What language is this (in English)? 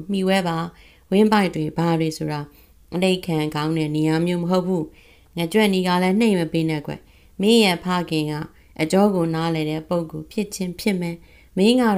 Burmese